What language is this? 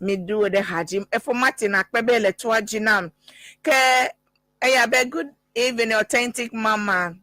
Ewe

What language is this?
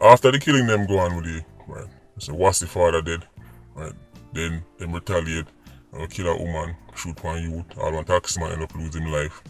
Jamaican Creole English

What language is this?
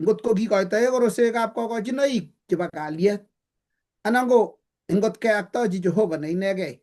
Kalenjin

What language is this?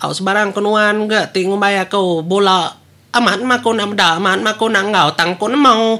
Iban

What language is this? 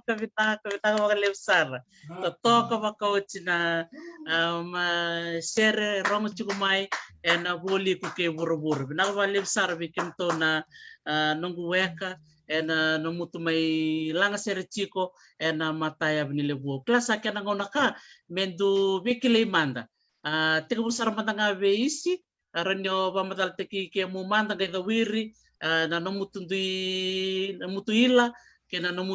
Fijian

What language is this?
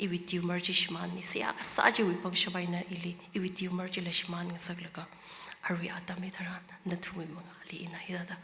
Tangkhul Naga (India)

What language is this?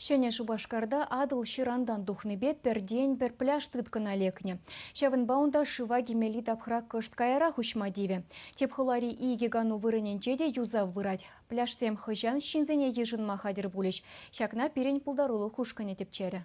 Chuvash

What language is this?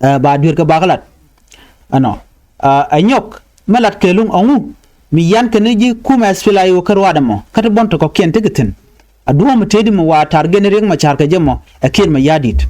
Nuer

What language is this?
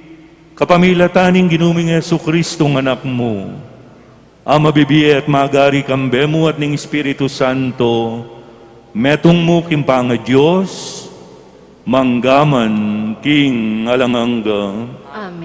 Pampanga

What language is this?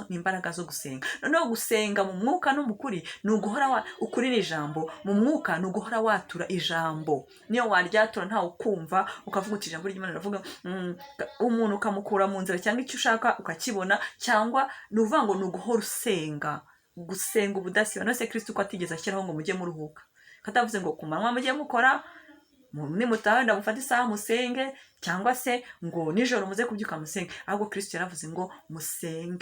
Kinyarwanda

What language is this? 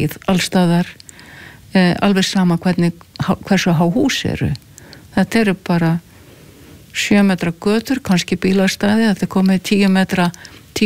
Icelandic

